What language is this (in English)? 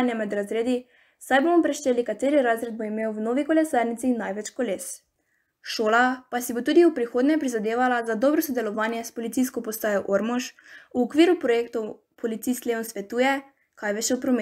Slovenian